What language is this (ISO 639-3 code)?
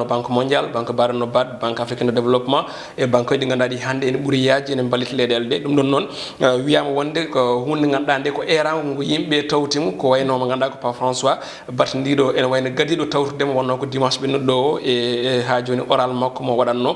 ful